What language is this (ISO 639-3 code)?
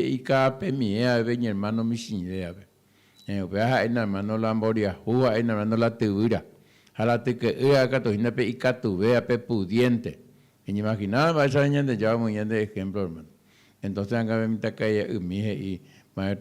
grn